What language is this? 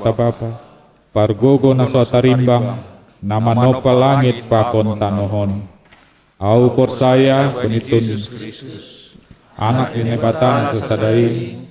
Batak Simalungun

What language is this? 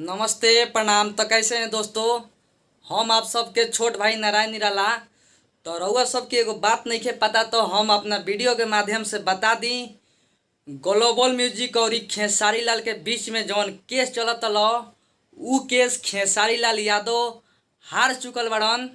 Bhojpuri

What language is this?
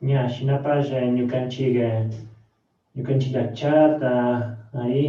Chimborazo Highland Quichua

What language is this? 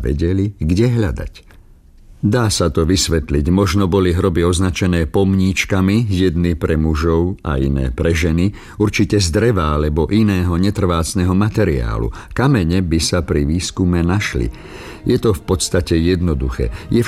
Slovak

